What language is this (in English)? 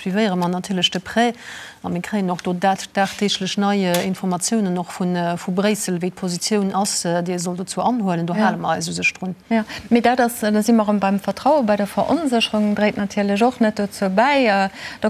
Luxembourgish